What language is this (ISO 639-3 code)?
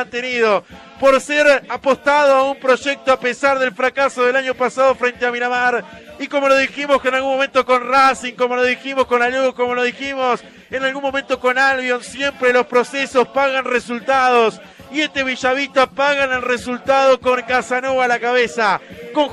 spa